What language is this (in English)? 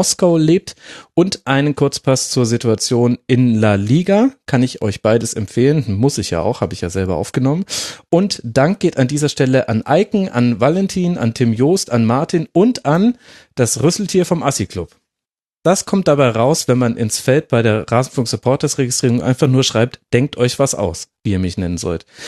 German